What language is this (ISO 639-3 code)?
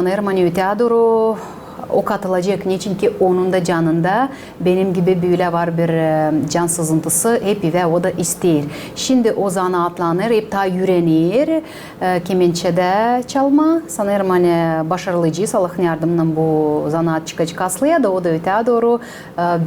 gag